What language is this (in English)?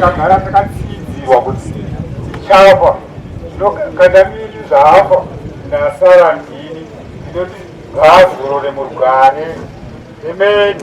Shona